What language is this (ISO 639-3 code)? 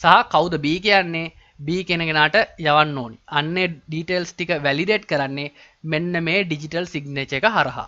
sin